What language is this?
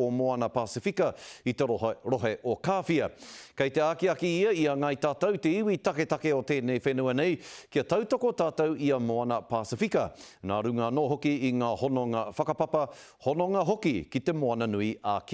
Māori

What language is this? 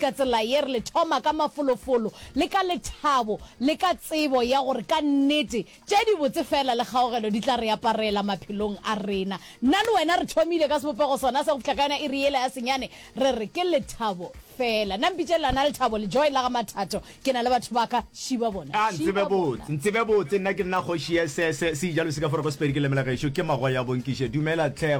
Northern Sotho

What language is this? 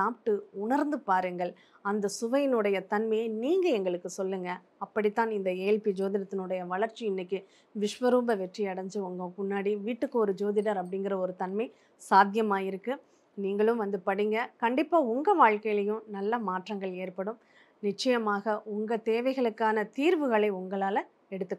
Tamil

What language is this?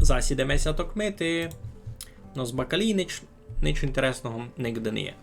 Rusyn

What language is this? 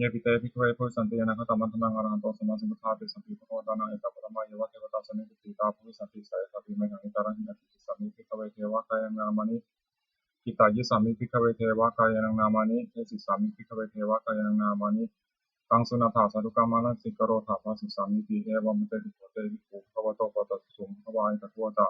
Pali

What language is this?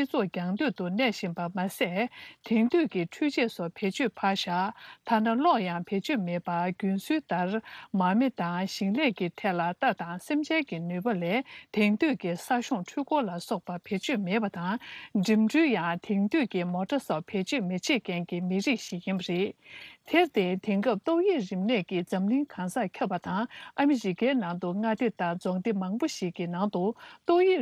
Tibetan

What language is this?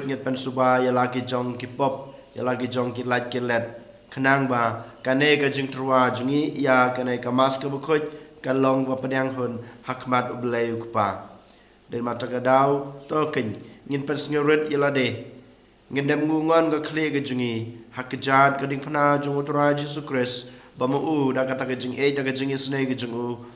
Khasi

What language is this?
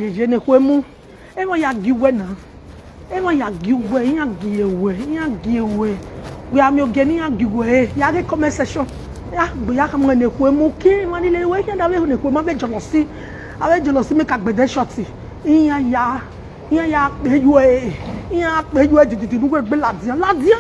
Nigerian Pidgin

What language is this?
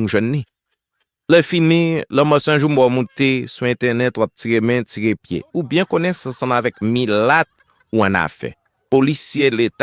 Haitian Creole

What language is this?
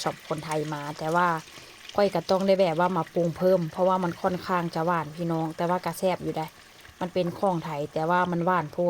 Northeastern Thai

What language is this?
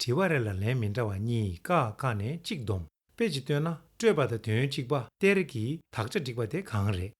Tibetan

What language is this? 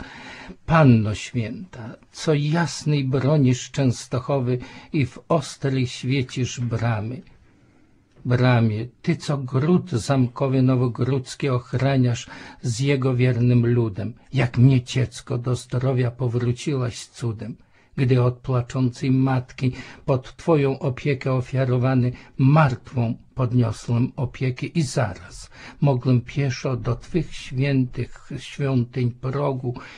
Polish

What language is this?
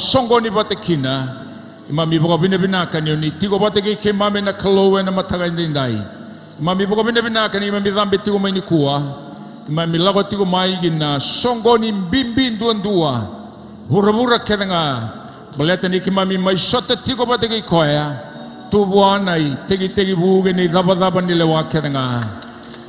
Fijian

